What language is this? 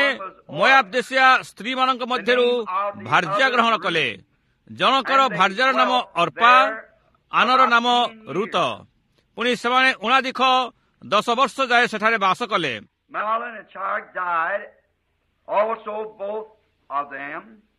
Odia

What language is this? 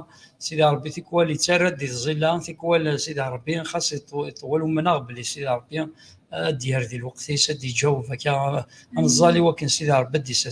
Kabyle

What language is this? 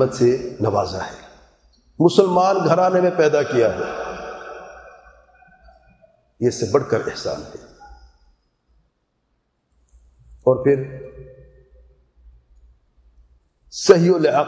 Urdu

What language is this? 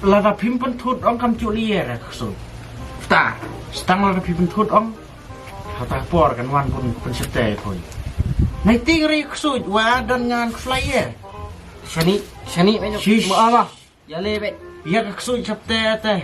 Khasi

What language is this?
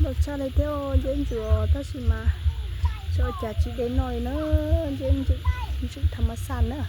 Hmong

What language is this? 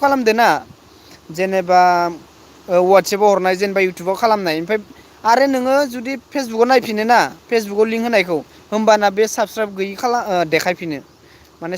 Bodo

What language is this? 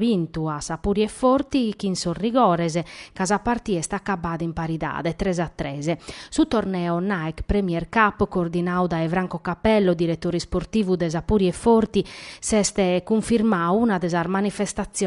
Sardinian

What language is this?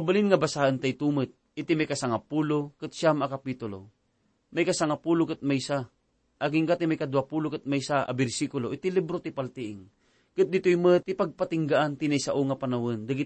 Iloko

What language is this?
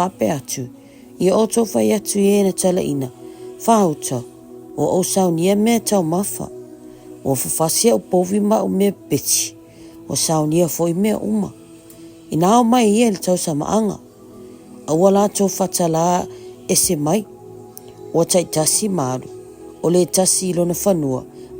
Samoan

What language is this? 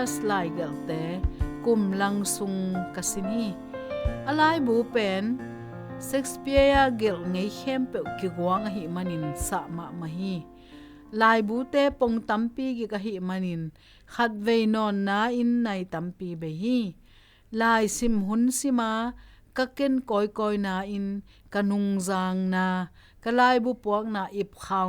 Tedim Chin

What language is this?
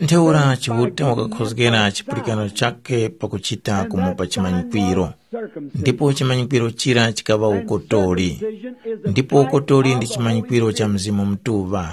Tumbuka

